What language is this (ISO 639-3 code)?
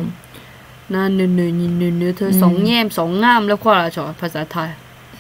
ahk